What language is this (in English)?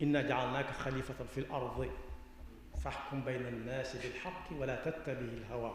Wolof